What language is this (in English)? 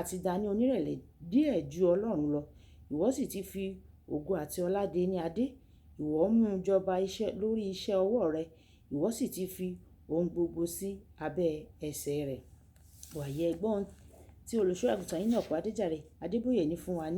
Yoruba